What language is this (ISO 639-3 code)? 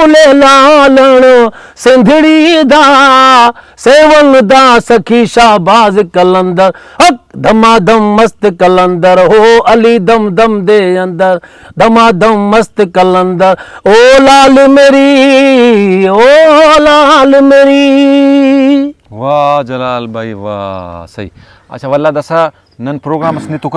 brh